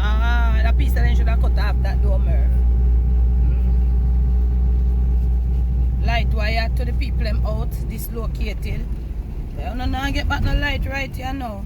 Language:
Jamaican Creole English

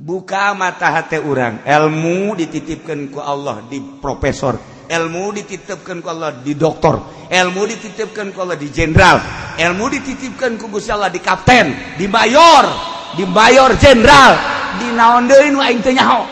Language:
Sundanese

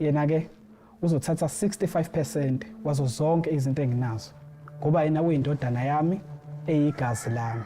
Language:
Zulu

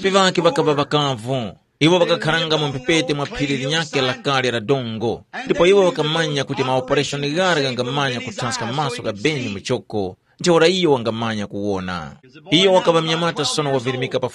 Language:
Tumbuka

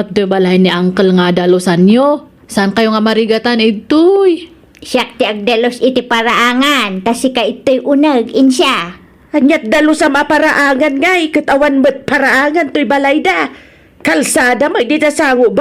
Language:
Iloko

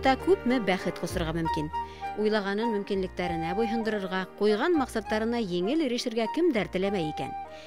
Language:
Bashkir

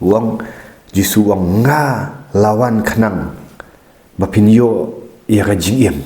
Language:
Khasi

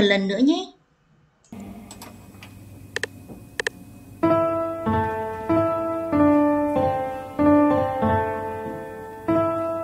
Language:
Vietnamese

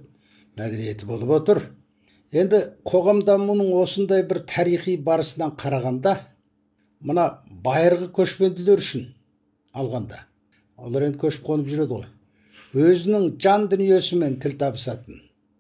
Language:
Kazakh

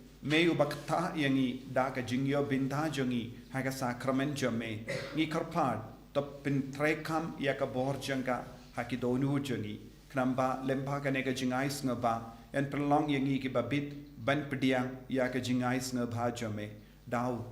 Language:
Khasi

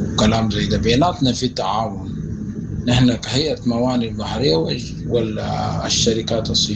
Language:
Sudanese Arabic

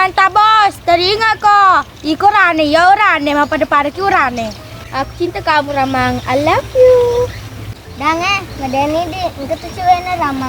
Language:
Buginese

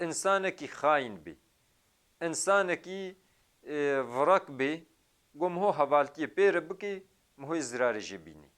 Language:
Kurdish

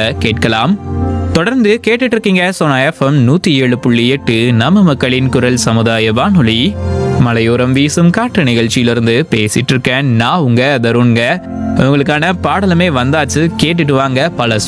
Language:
Tamil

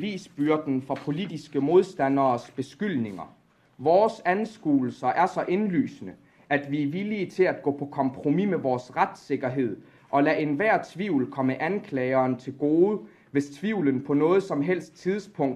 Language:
Danish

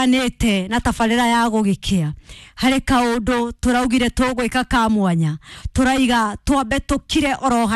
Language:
Kikuyu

